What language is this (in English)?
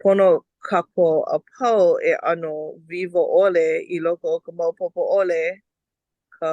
Hawaiian